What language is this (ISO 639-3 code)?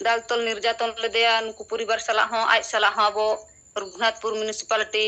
sat